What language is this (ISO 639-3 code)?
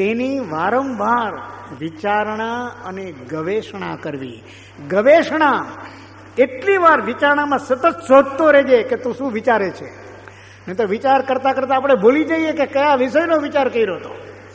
guj